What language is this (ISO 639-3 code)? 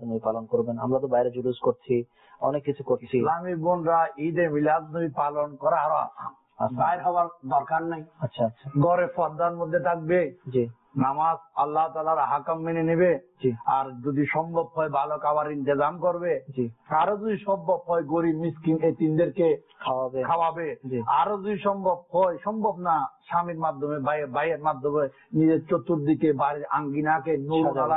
ben